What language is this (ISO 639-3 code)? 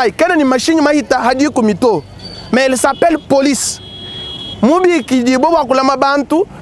lua